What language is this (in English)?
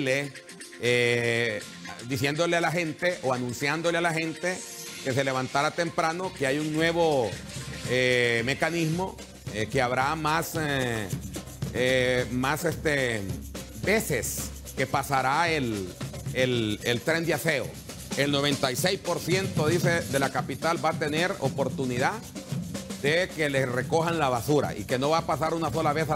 Spanish